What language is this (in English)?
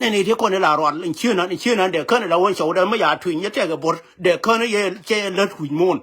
Nuer